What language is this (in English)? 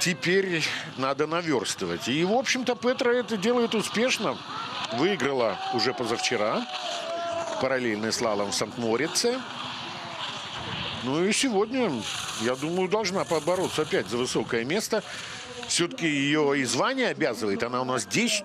Russian